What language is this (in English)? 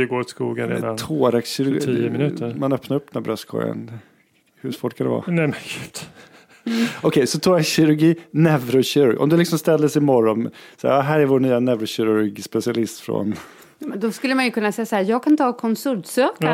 Swedish